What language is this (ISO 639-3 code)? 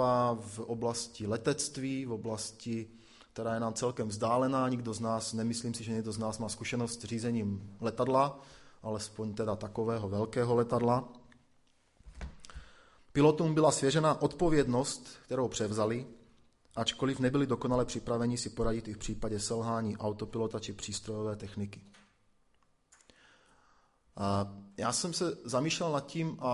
ces